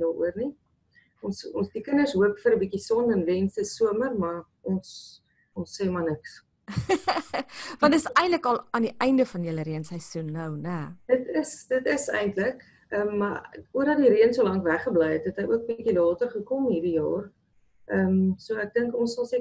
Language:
Afrikaans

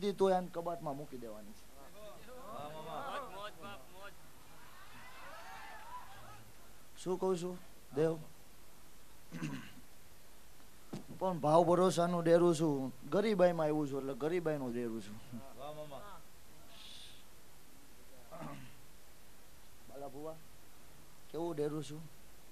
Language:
Gujarati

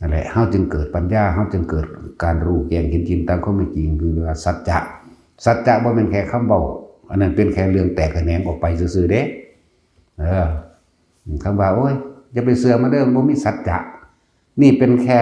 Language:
Northeastern Thai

